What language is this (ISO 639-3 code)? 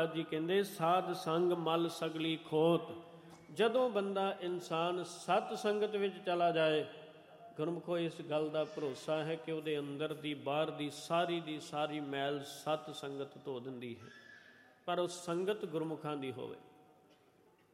pan